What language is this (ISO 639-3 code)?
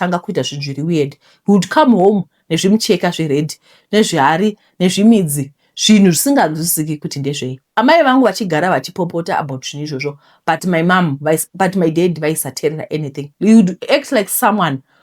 sna